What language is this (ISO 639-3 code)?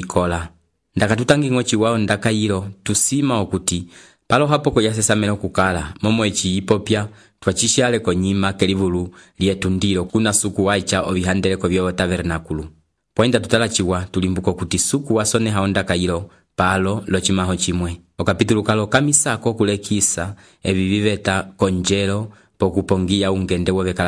umb